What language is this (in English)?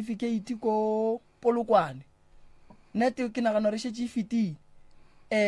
Northern Sotho